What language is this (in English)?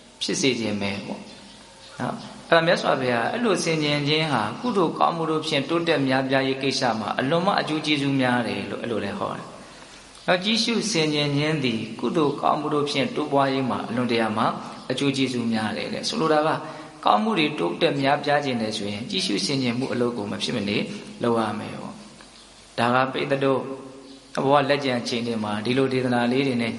Burmese